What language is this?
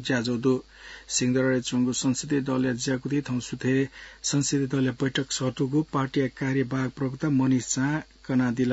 Newari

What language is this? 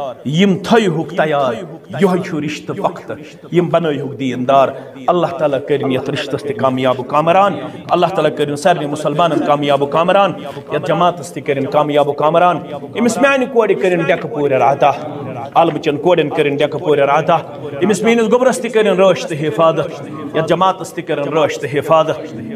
Kashmiri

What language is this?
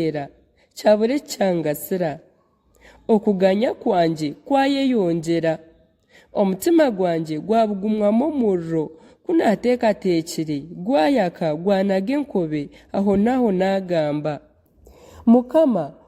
Nyankole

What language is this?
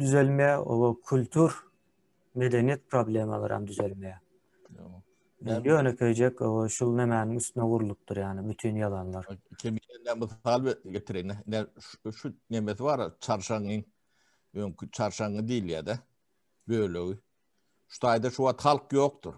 Turkmen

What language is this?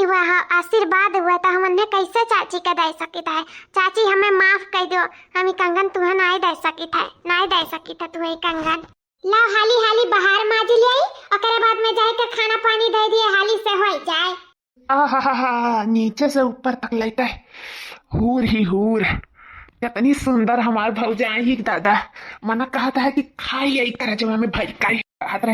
Awadhi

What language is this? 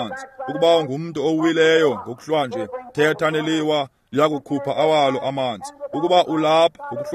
Xhosa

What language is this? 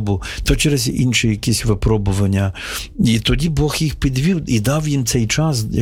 Ukrainian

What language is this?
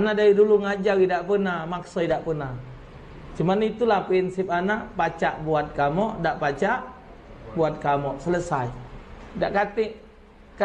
Musi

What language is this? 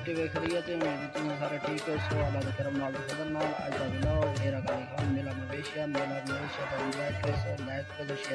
Saraiki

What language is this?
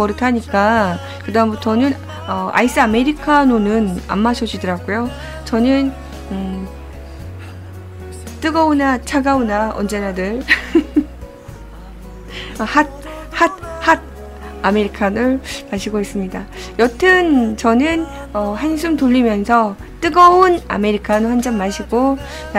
Korean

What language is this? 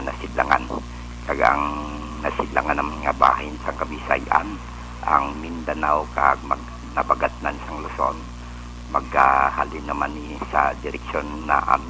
Hiligaynon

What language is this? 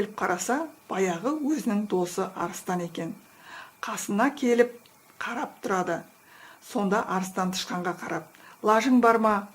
Kazakh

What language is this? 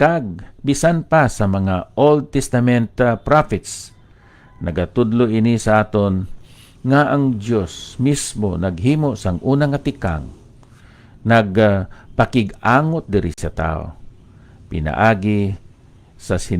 Hiligaynon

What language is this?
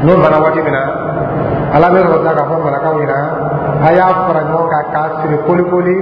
Dyula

